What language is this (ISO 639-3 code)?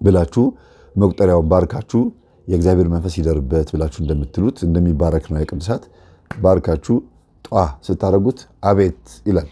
amh